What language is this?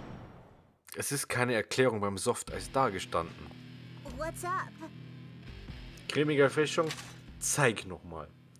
German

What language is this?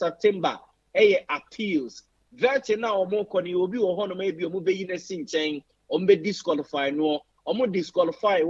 Akan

